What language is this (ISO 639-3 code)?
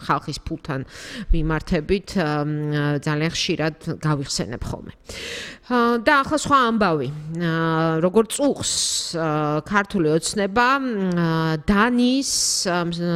kat